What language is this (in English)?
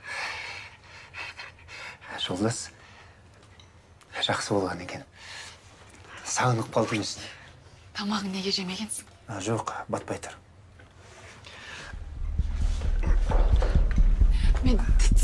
Kazakh